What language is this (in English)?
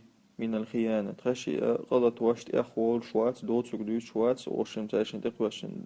Chechen